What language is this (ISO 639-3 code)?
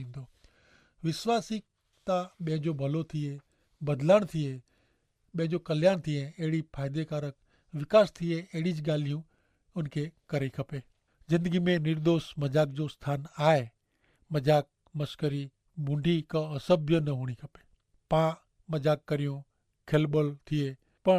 kfr